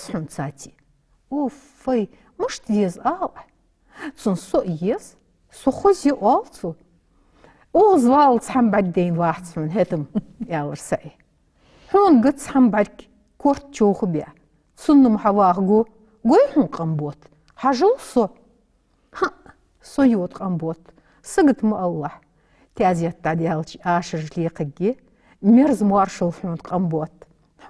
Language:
Ingush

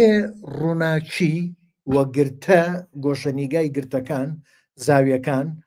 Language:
Central Kurdish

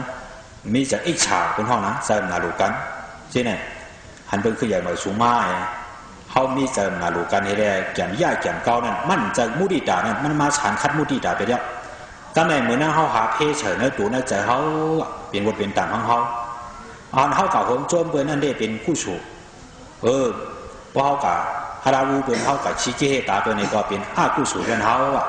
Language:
Shan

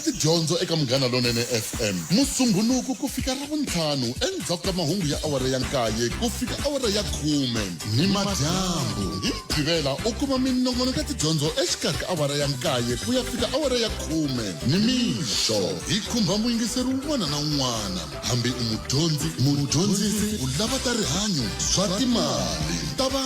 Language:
Tsonga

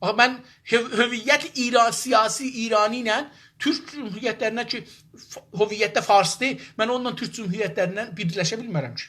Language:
South Azerbaijani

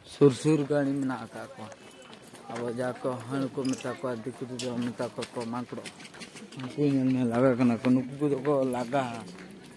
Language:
Santali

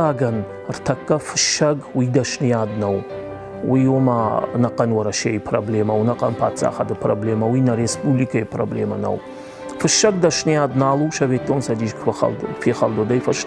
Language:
Ossetic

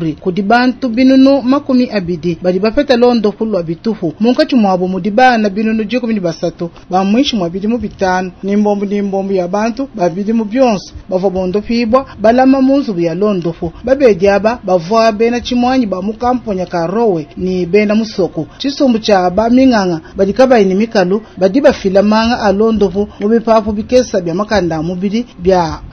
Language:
Luba-Lulua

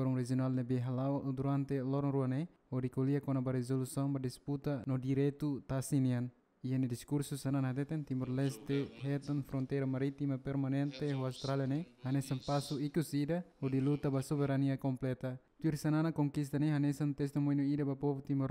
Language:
Tetum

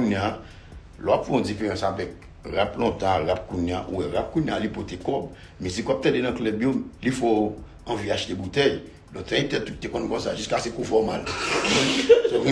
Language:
Haitian Creole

